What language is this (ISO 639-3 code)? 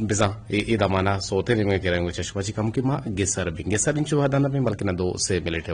bgp